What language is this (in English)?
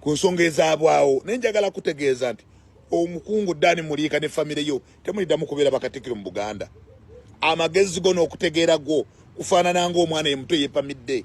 Ganda